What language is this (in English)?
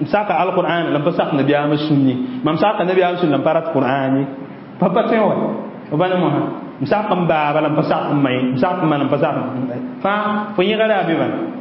Mossi